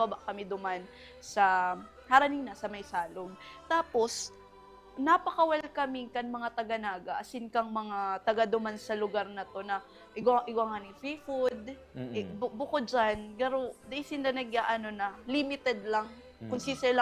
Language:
Bikol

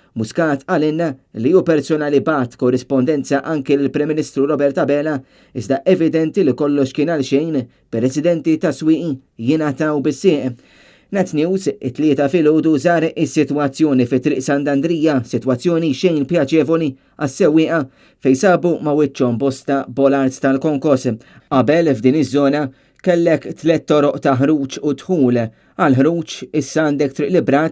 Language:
Maltese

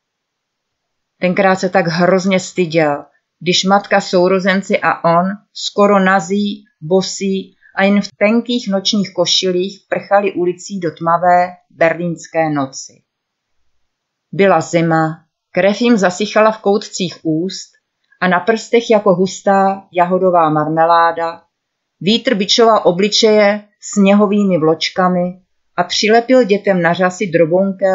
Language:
Czech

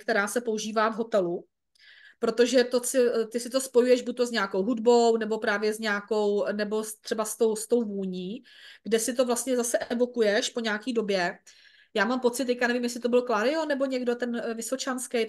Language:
Czech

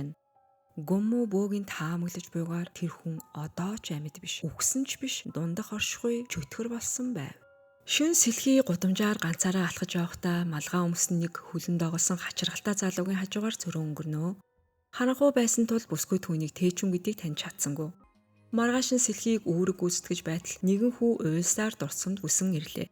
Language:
Mongolian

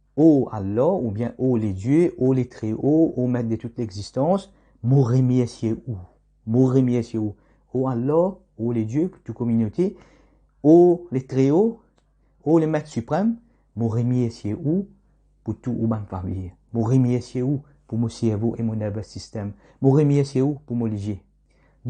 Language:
Morisyen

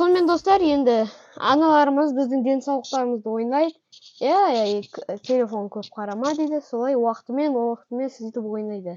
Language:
Kazakh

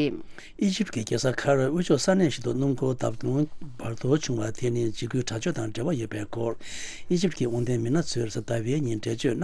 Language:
Tibetan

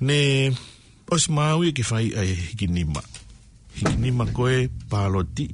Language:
Tongan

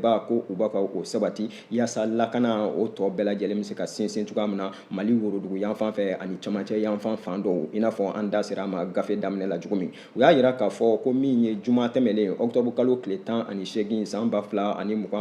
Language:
Bambara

